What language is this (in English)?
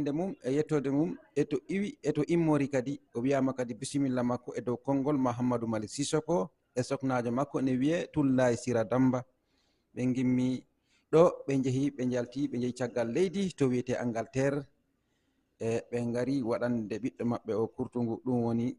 Fula